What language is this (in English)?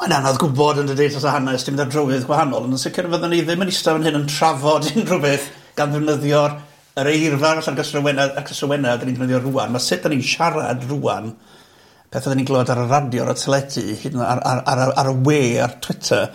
Welsh